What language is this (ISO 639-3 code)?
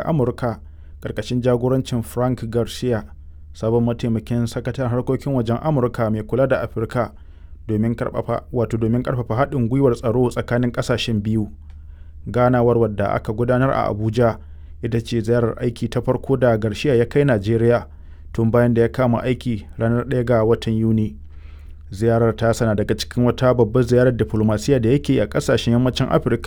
hau